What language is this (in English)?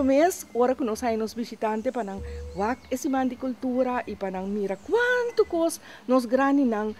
Papiamento